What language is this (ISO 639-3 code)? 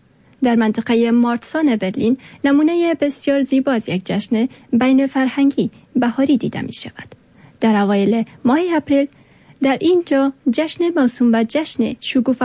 fas